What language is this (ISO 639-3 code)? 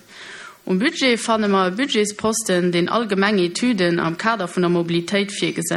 ltz